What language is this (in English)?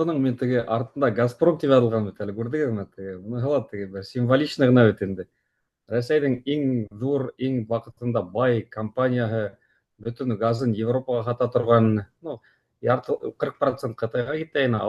Bashkir